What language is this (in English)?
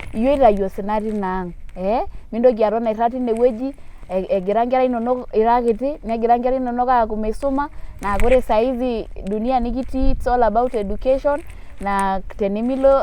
Masai